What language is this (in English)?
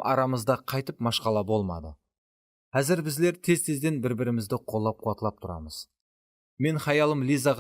Kara-Kalpak